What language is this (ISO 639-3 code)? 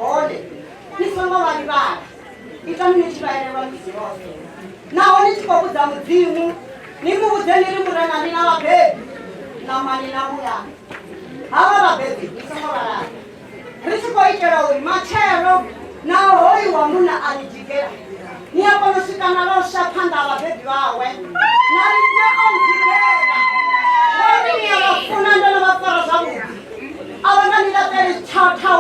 ven